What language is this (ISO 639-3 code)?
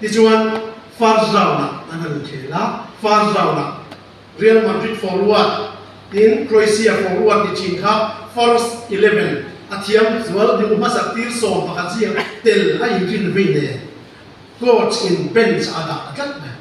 lus